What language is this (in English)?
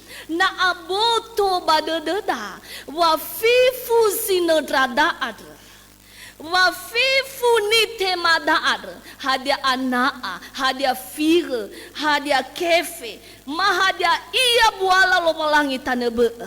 Nias